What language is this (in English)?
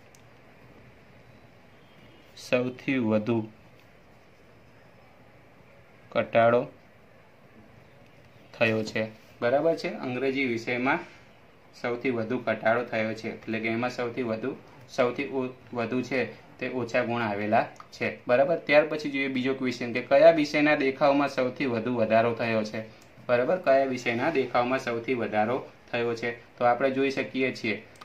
Gujarati